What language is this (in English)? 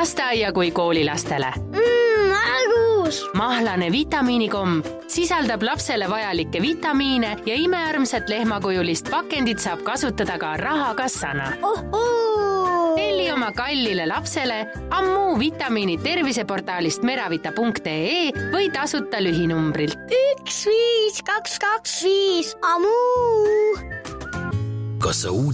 Estonian